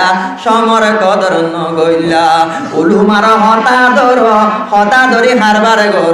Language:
Rohingya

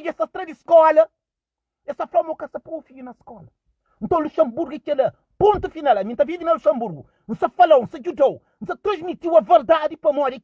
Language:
Kabuverdianu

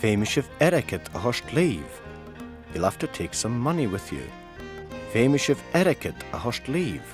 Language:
Scottish Gaelic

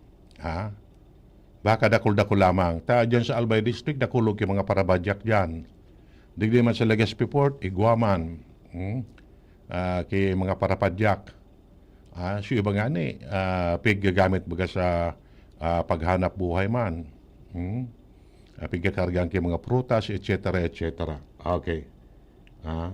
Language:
Bikol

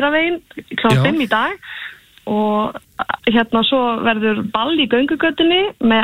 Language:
Icelandic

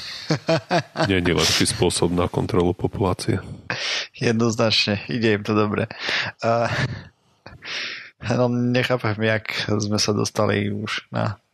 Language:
Slovak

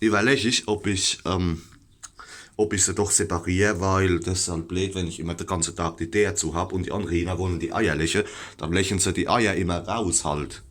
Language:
Palatine German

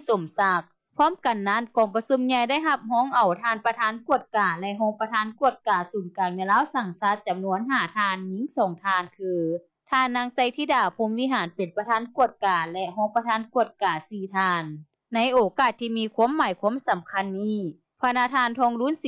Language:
Lao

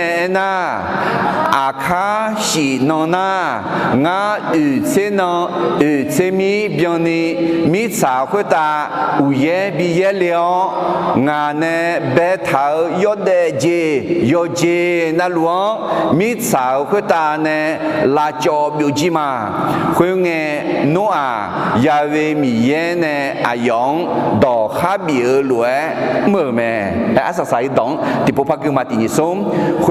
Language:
Akha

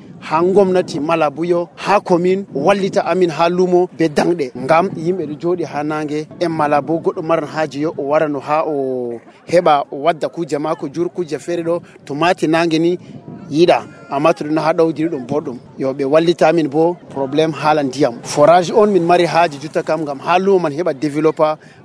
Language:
Nigerian Fulfulde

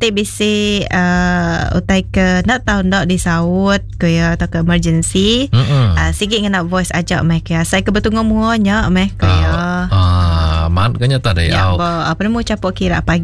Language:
Iban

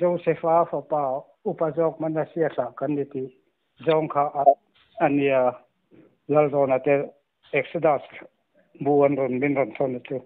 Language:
Mizo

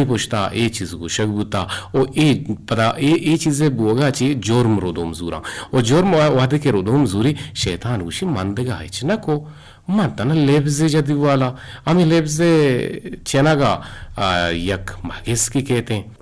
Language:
Eastern Balochi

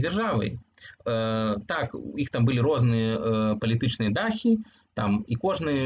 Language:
Belarusian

